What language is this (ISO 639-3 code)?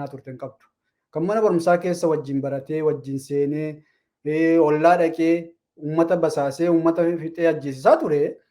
orm